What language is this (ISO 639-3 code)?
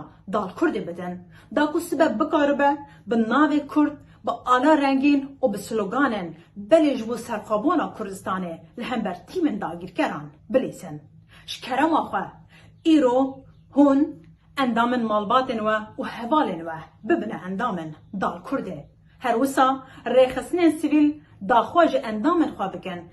kur